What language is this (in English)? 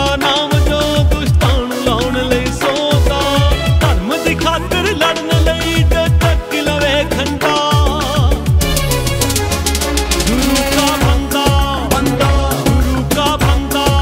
Punjabi